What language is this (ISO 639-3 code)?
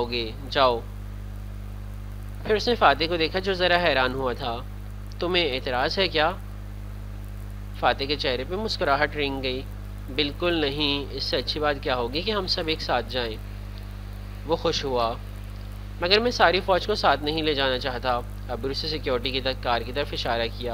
urd